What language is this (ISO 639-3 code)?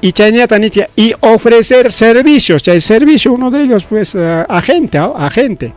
quy